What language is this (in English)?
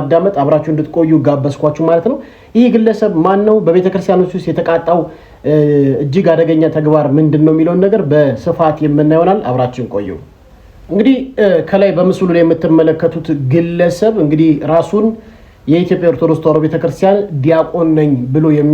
Amharic